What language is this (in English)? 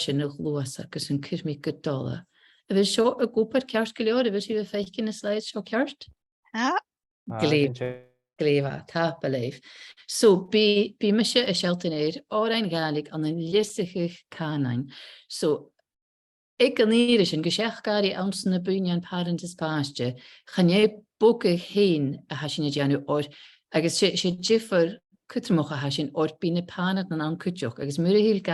Scottish Gaelic